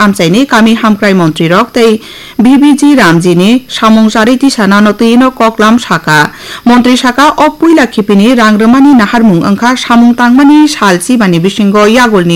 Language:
Kok Borok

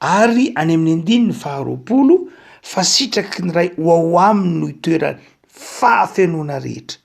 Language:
Malagasy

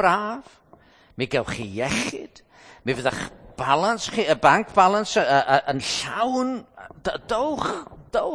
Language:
Welsh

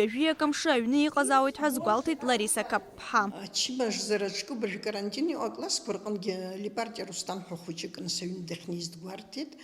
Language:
Abkhazian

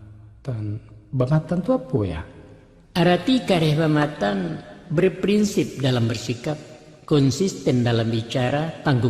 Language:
Minangkabau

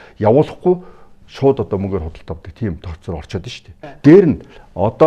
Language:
Mongolian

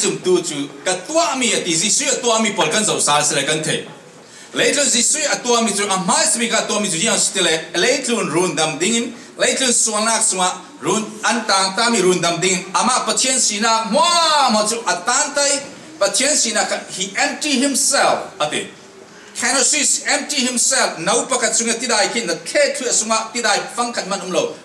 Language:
Falam Chin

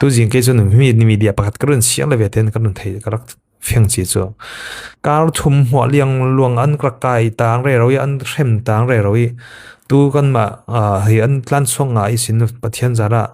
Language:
Falam Chin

